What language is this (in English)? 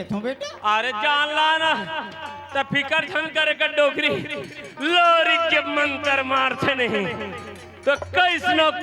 Chhattisgarhi